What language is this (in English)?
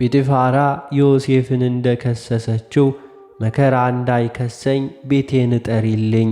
Amharic